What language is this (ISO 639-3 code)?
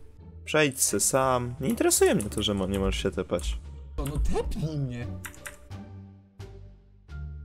pol